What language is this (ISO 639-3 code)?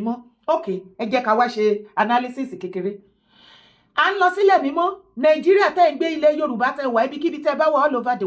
yor